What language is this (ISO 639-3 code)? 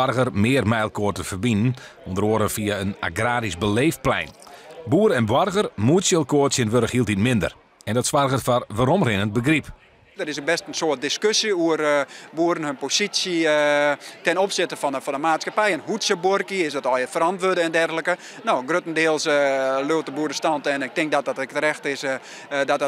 fry